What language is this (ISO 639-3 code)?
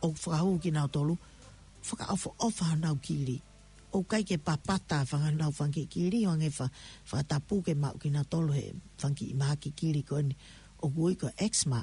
ton